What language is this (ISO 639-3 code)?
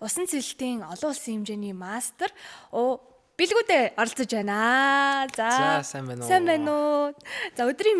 mon